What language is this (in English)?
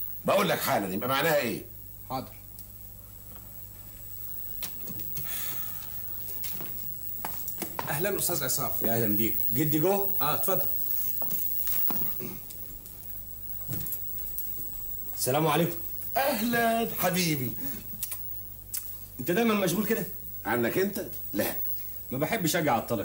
Egyptian Arabic